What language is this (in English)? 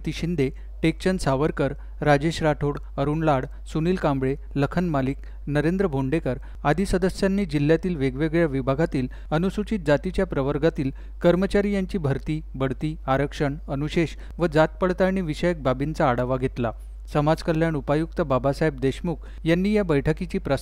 Marathi